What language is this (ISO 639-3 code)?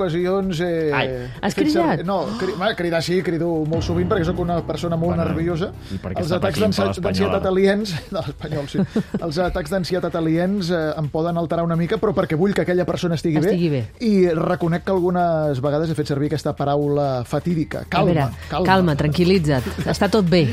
cat